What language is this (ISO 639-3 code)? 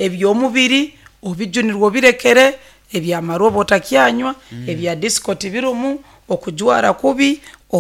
nyo